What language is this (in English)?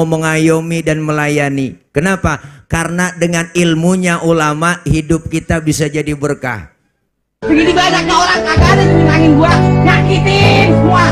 Betawi